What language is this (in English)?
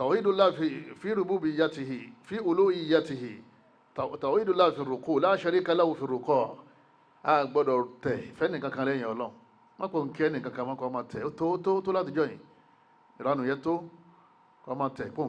Yoruba